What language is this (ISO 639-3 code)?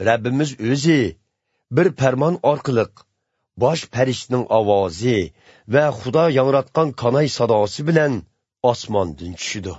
uzb